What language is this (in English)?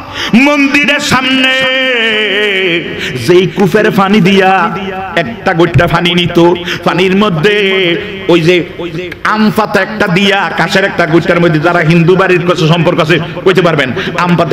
Bangla